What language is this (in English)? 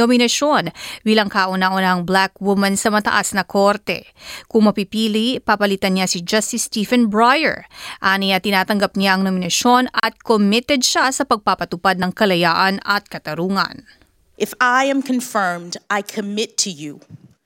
Filipino